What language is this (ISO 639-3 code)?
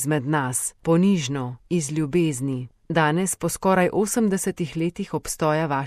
slv